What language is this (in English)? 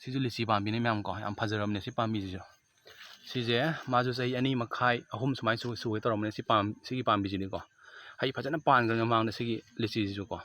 Manipuri